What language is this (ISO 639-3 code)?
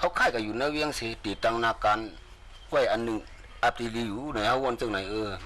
shn